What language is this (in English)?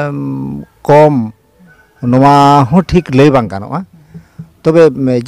Santali